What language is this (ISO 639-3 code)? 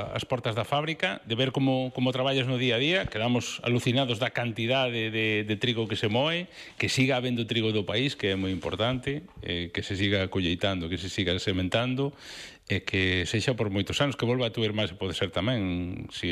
glg